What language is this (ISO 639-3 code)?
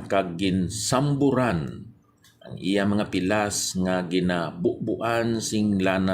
hil